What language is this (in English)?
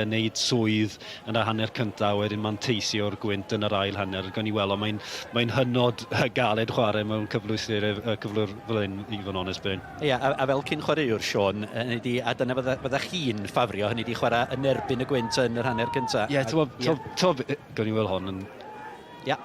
Welsh